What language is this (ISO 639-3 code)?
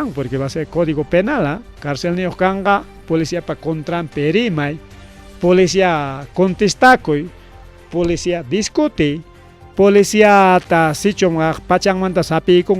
quy